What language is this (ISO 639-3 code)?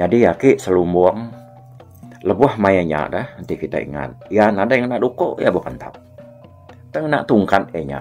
iba